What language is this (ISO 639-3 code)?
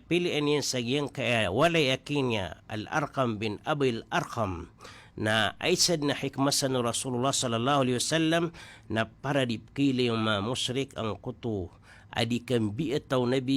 mrw